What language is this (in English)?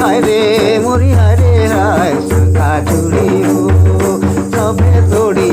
Sadri